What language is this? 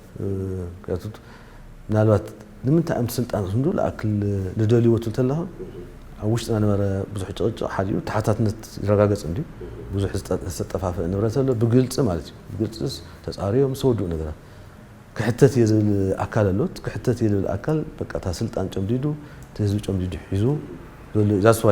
Tigrinya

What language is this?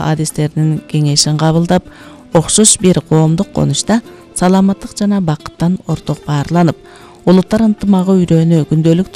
Kyrgyz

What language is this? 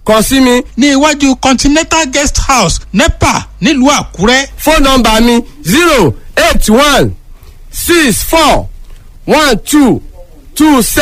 Yoruba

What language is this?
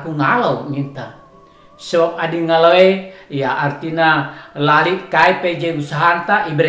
Batak Karo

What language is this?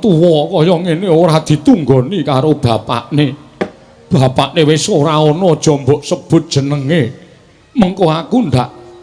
Javanese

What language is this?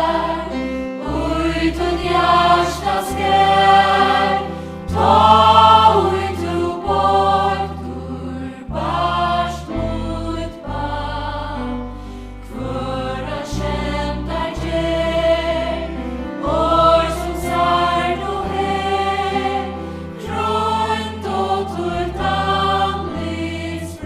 Faroese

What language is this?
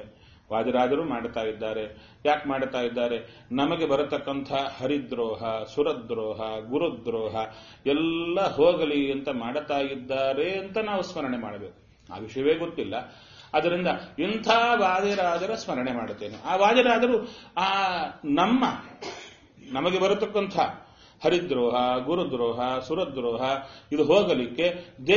Kannada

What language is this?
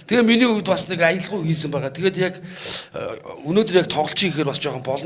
Mongolian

